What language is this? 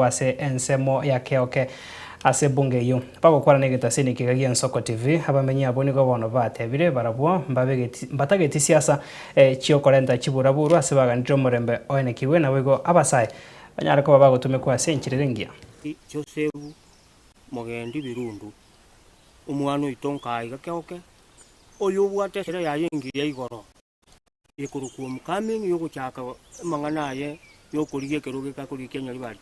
Gusii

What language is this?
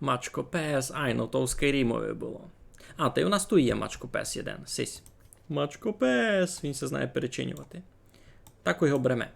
Rusyn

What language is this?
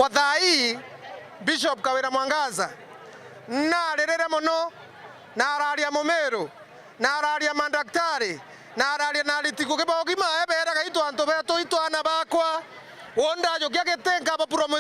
Meru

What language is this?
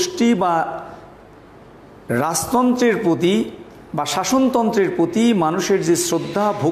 Bangla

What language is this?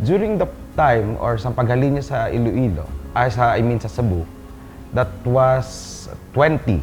Hiligaynon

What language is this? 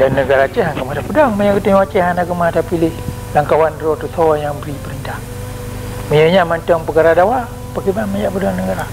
Achinese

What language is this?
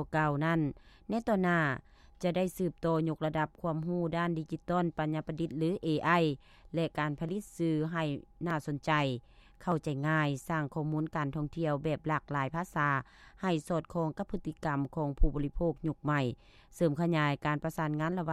Lao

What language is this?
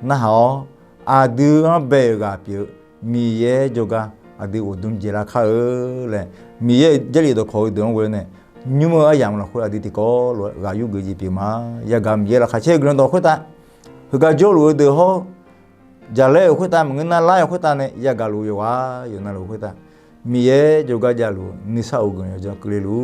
Akha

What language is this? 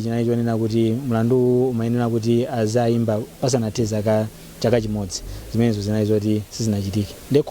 Nyanja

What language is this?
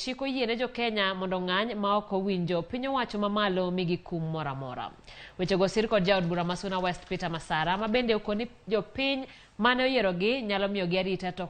Luo (Kenya and Tanzania)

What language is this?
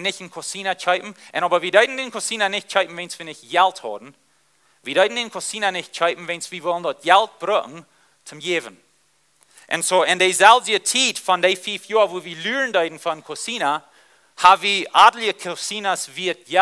Plautdietsch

